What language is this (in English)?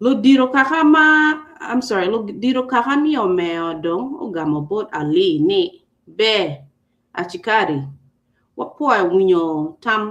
Acoli